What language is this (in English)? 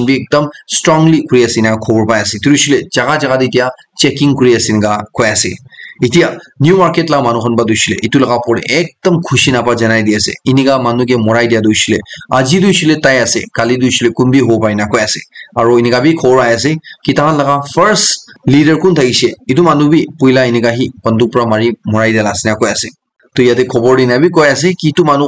Naga Pidgin